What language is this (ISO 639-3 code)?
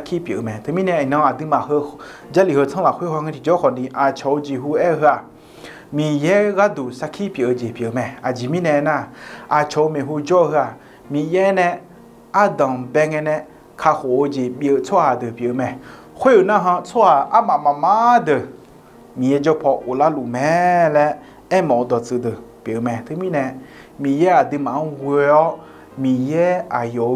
ahk